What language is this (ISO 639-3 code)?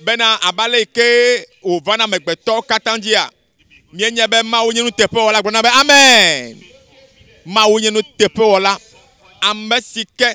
ewe